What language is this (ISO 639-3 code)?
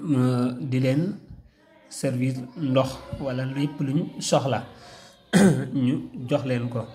wol